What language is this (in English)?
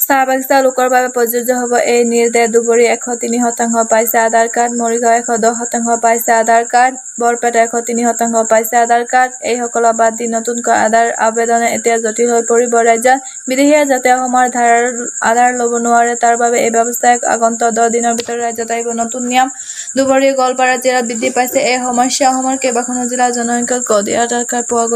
Assamese